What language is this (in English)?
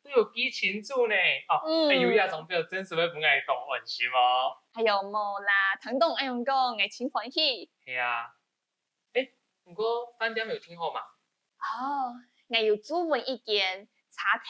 Hakka Chinese